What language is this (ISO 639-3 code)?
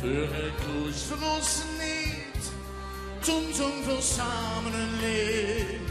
lim